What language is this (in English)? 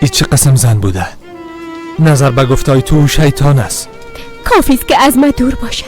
Persian